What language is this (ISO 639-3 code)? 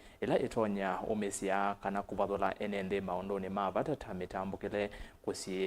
kam